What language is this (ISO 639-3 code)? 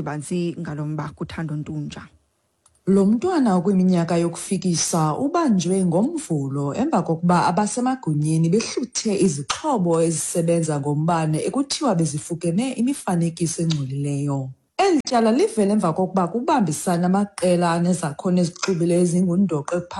xho